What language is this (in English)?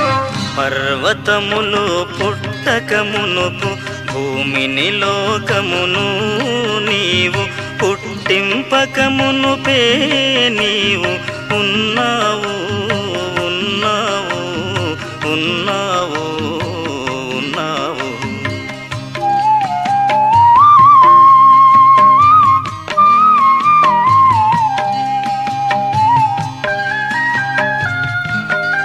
Telugu